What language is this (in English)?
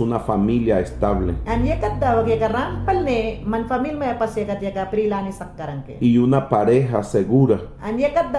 Mayangna